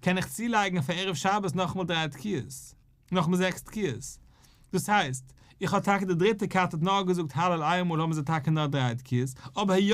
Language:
Yiddish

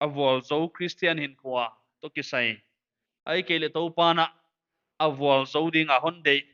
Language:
Paite Chin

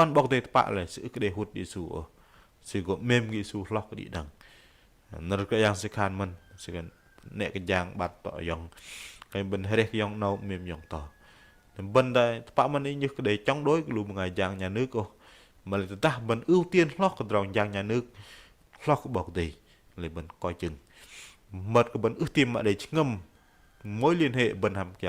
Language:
Bahnar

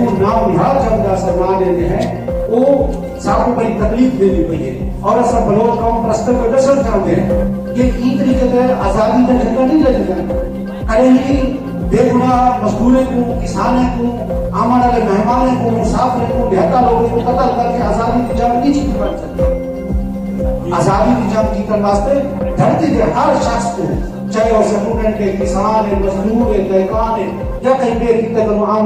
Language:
Saraiki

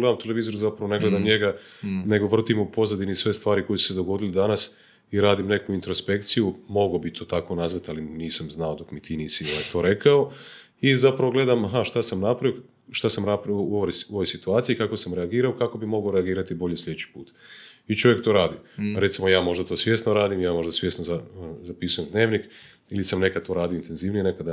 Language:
Croatian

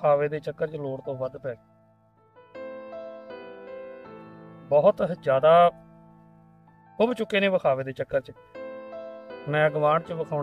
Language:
Punjabi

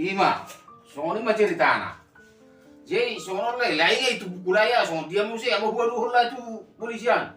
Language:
Batak Toba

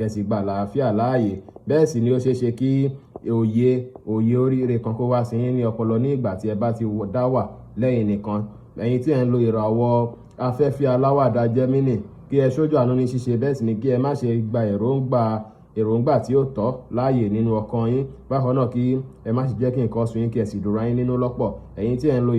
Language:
Yoruba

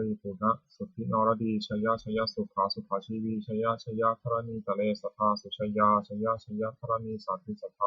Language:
Pali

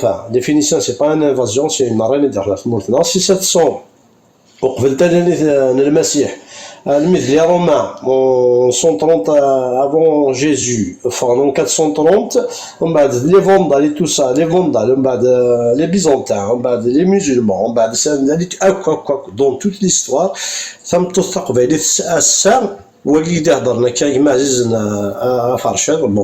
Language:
Kabyle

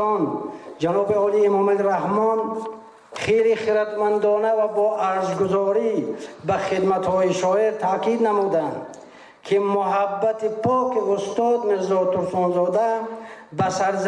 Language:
Tajik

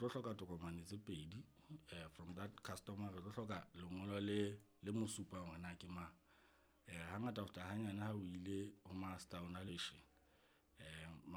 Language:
Southern Sotho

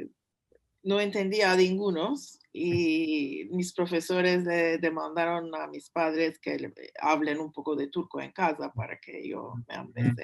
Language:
Ladino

